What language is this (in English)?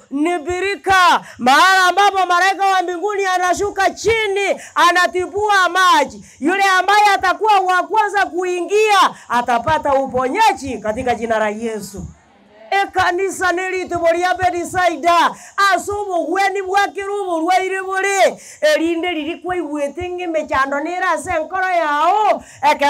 Gusii